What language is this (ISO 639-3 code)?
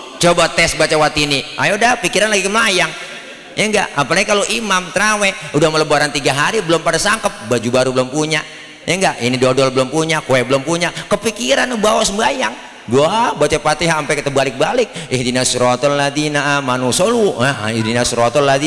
bew